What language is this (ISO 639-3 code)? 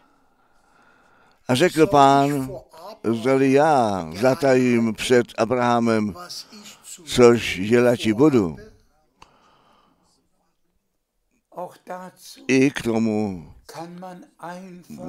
ces